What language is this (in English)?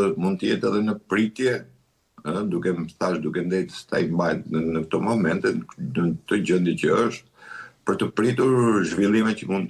Albanian